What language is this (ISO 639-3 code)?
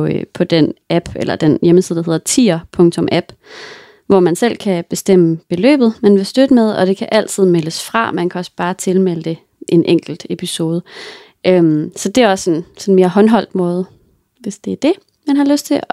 dan